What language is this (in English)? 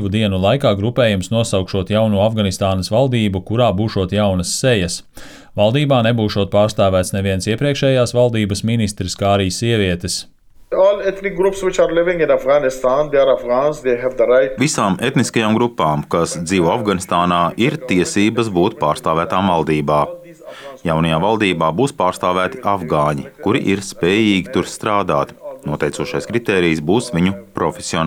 Latvian